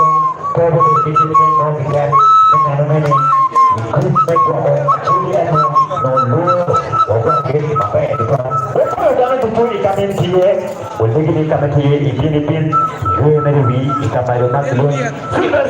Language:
Acoli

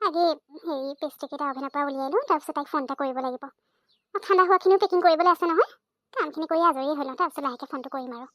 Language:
Assamese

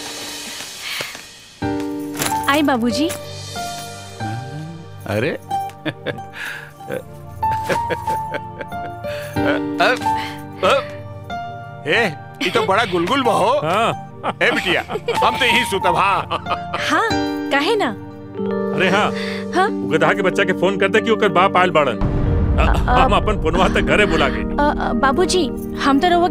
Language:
Bhojpuri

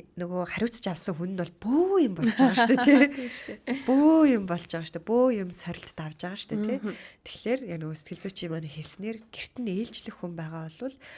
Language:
Mongolian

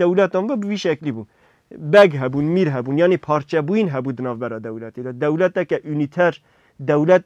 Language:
Kurdish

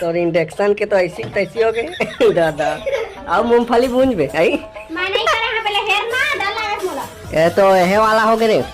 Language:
Chhattisgarhi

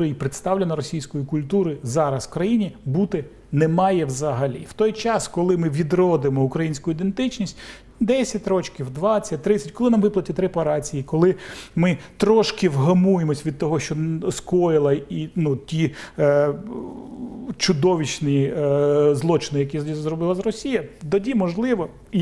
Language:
Ukrainian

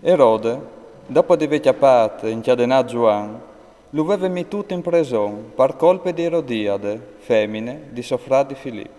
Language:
Friulian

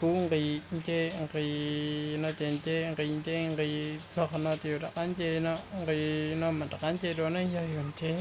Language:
Hmong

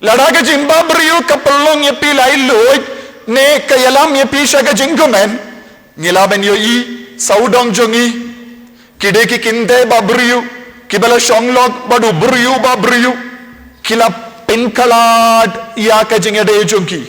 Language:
Khasi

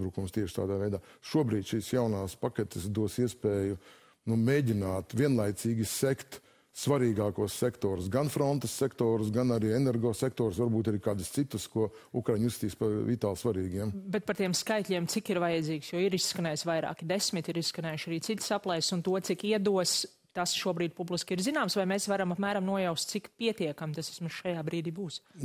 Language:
Latvian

